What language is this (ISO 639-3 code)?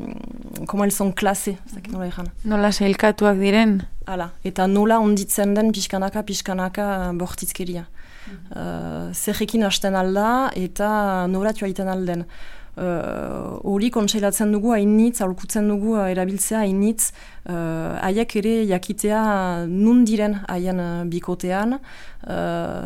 eus